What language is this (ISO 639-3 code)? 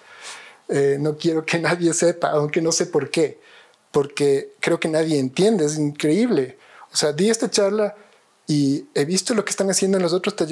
spa